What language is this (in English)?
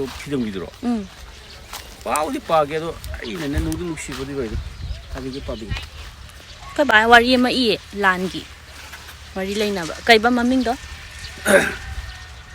Manipuri